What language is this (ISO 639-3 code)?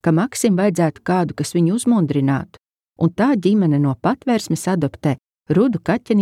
lav